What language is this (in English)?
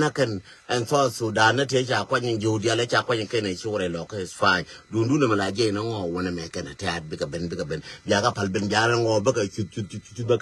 Nuer